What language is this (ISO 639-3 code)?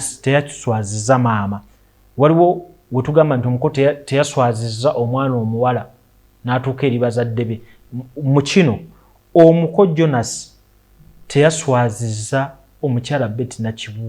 lug